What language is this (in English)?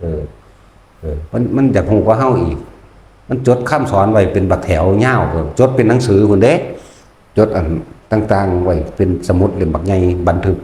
Northeastern Thai